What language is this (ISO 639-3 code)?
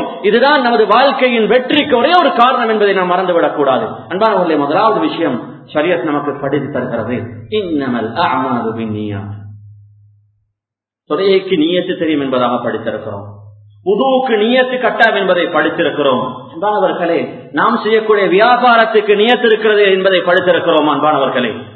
tam